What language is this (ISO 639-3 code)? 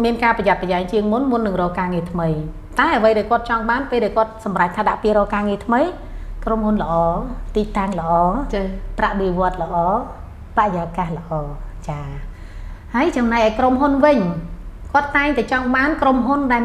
khm